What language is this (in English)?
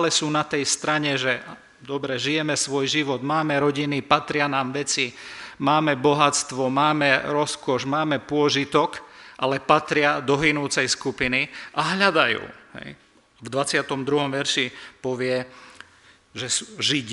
Slovak